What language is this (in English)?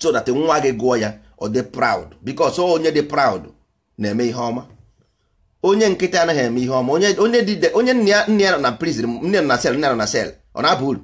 Igbo